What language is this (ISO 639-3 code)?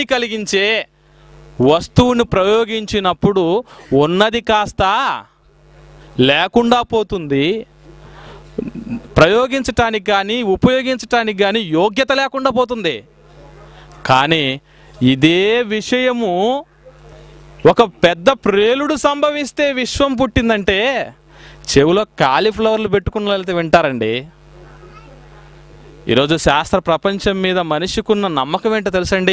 tel